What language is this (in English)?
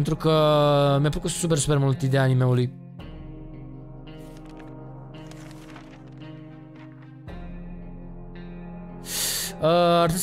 Romanian